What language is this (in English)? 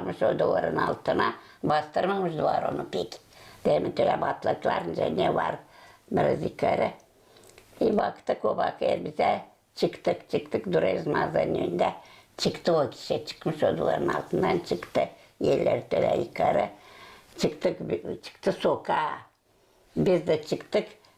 Gagauz